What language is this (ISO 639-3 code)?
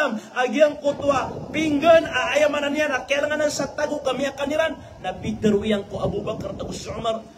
mrw